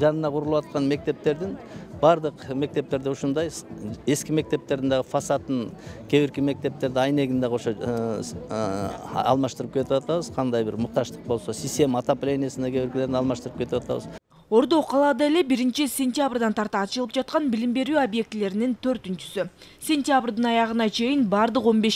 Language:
Kyrgyz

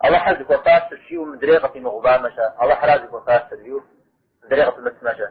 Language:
Kabardian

